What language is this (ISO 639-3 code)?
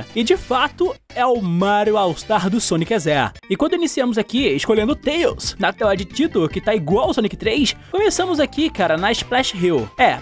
por